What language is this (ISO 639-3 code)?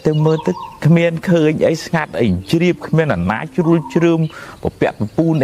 khm